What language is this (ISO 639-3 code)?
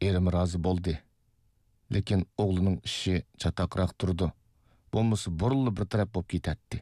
uig